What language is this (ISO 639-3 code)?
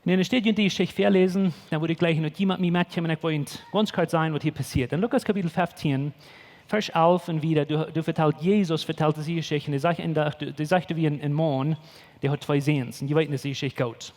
pdt